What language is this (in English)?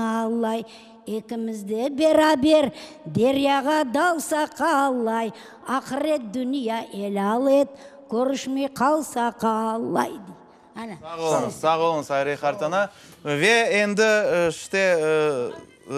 Crimean Tatar